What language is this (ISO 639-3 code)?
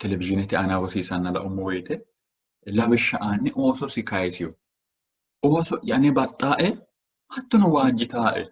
sid